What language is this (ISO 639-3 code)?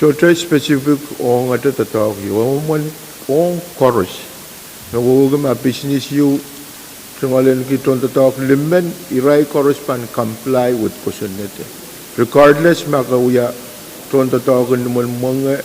pon